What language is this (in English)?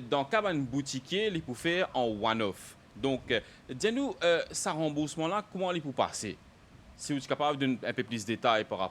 Morisyen